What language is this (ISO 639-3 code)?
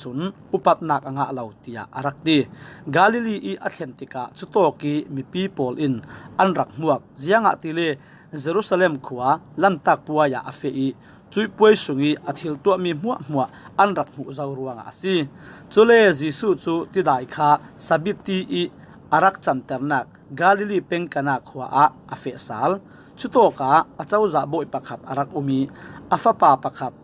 cfm